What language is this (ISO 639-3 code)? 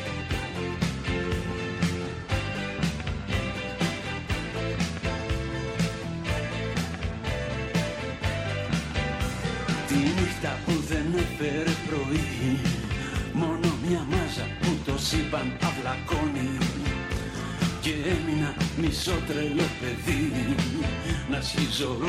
ell